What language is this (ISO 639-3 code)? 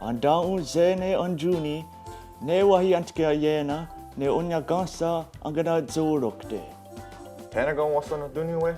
moh